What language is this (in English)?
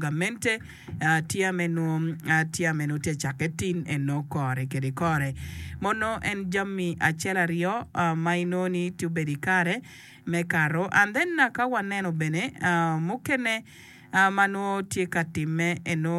Acoli